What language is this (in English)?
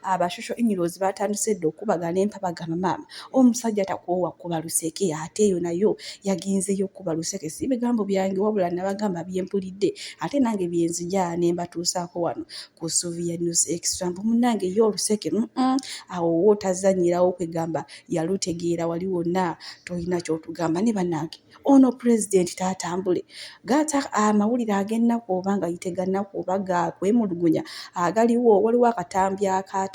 Ganda